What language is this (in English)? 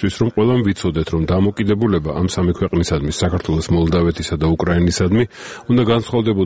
Georgian